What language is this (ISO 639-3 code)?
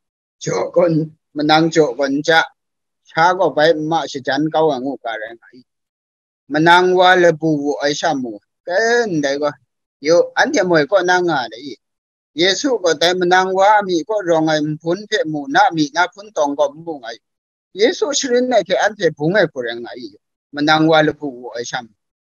kac